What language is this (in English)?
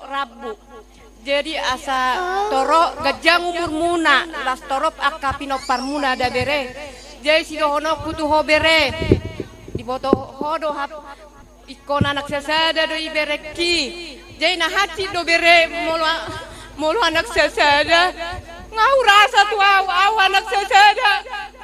Batak Toba